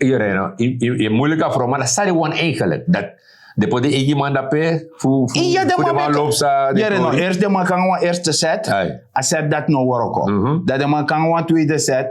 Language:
Sranan Tongo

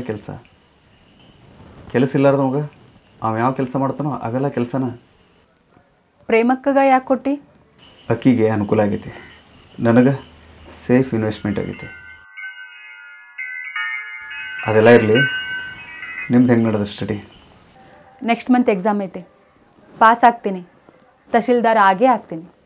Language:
Kannada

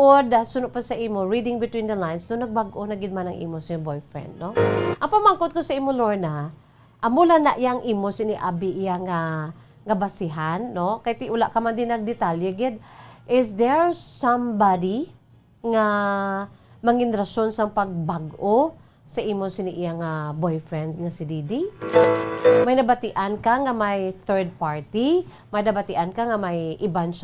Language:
Hiligaynon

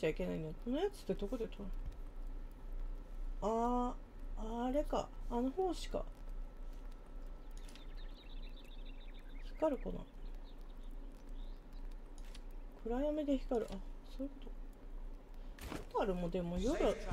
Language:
Japanese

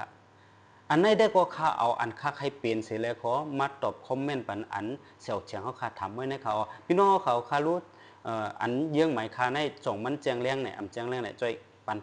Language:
Shan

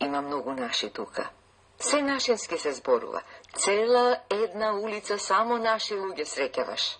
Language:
Macedonian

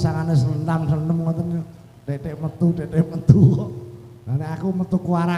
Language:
Javanese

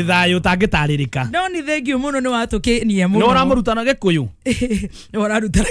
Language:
Kikuyu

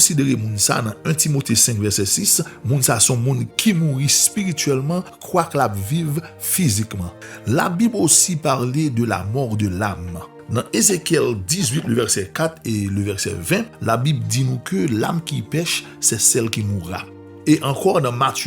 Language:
Haitian Creole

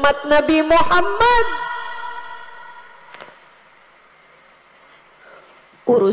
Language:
Indonesian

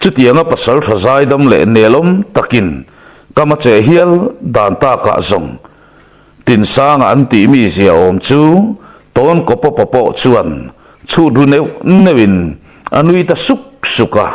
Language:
Mizo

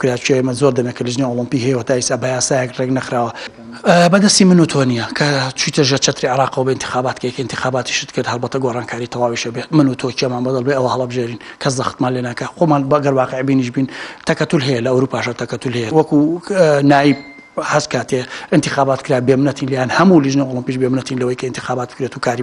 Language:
Central Kurdish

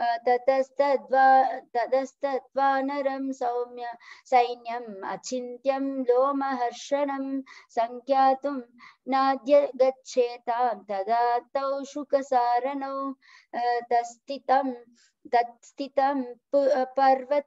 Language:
Sanskrit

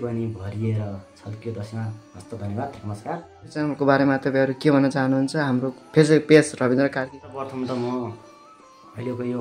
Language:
Nepali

